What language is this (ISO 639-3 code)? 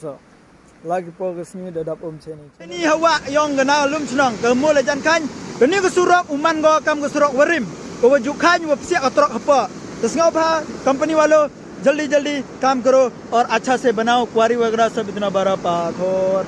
kha